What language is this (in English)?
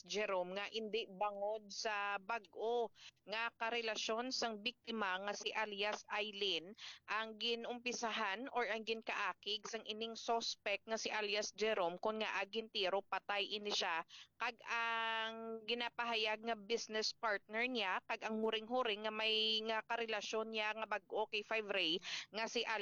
Hiligaynon